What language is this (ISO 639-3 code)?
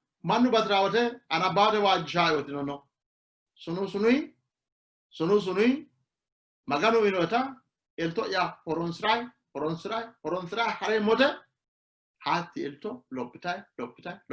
sid